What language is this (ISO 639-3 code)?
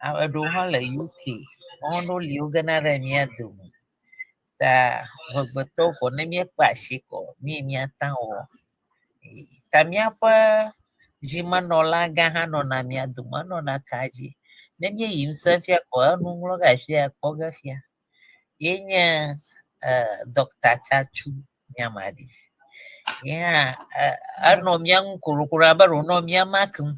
ewe